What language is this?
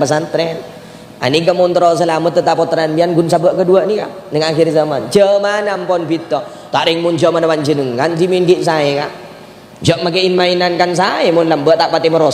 Madurese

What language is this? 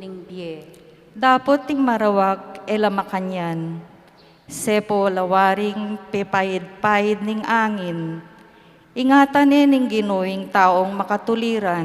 Pampanga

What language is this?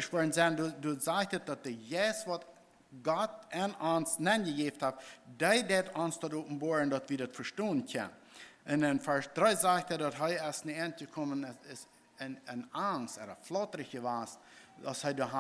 Plautdietsch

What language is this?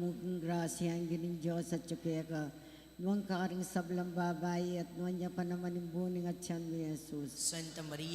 Pampanga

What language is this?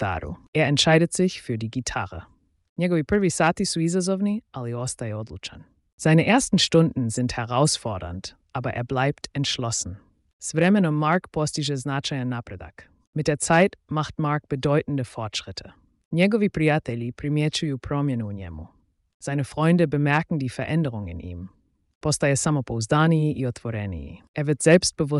Slovenian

